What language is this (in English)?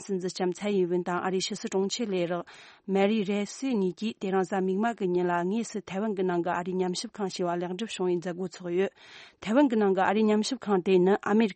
Tibetan